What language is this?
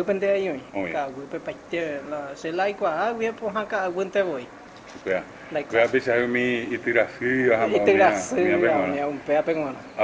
Guarani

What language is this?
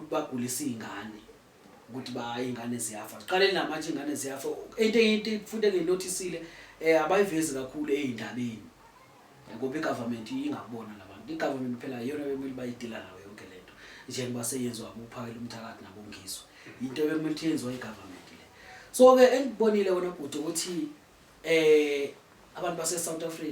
Zulu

